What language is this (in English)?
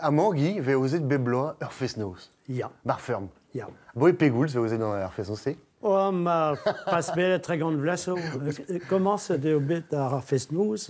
Breton